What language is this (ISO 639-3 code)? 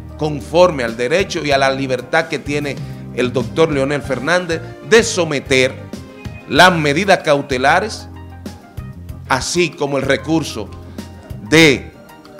spa